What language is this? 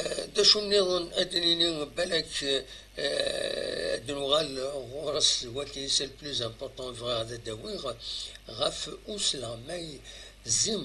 Kabyle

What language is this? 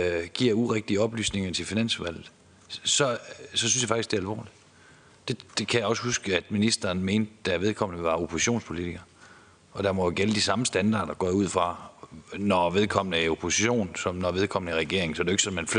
Danish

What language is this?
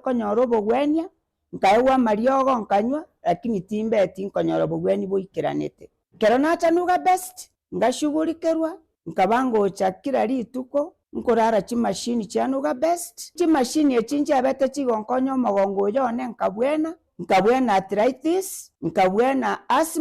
Gusii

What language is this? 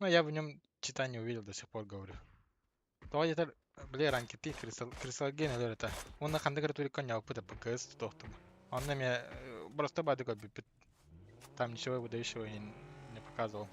Yakut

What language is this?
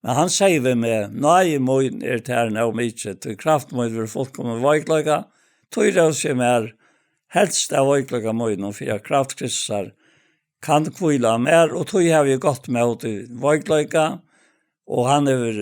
Faroese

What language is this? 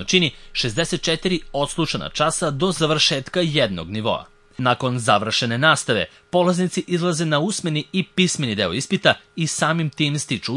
Serbian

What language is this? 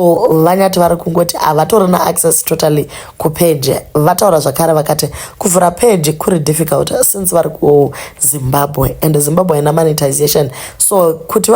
Shona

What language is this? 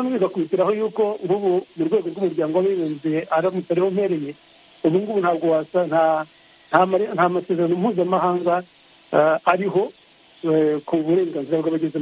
Kinyarwanda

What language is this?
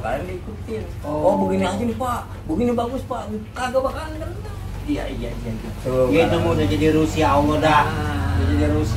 Betawi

